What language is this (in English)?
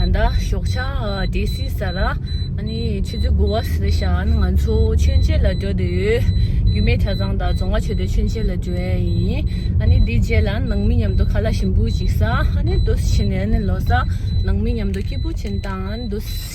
Tibetan